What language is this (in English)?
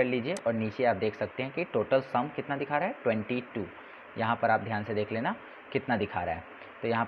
Hindi